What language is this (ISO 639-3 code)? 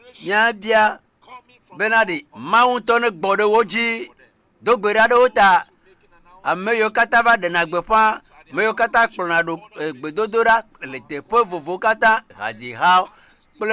ewe